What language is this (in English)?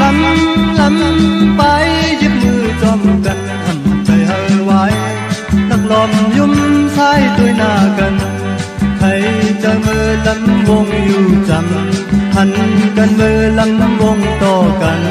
Shan